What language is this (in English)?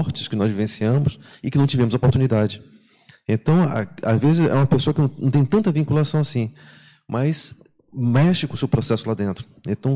Portuguese